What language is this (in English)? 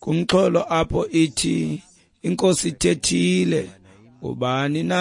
Xhosa